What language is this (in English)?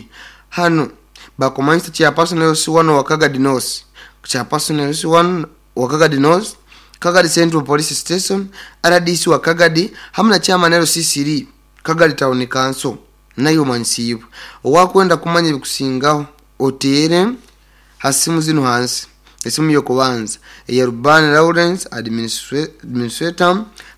Nyoro